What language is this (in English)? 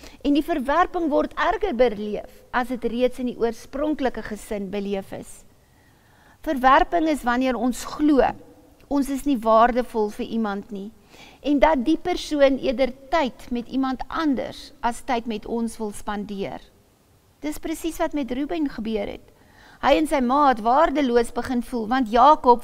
Afrikaans